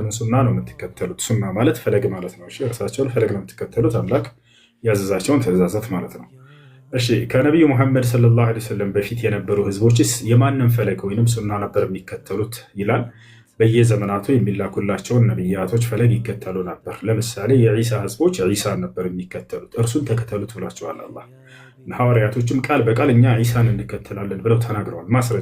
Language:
Amharic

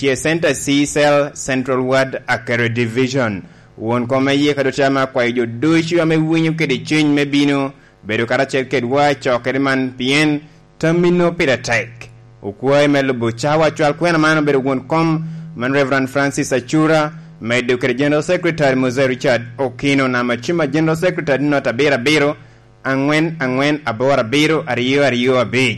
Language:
Lango (Uganda)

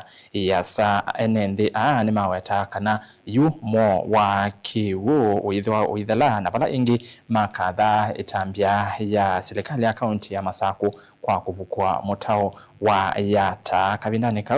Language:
Kamba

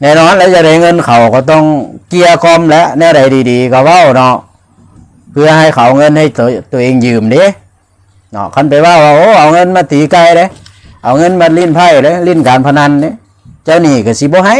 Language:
Lao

